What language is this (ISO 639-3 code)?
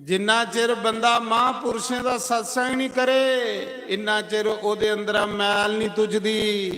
doi